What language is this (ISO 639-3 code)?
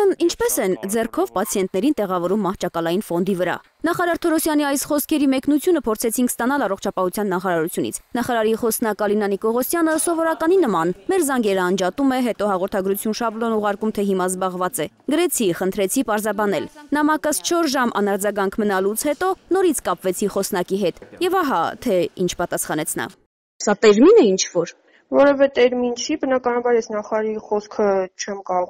hye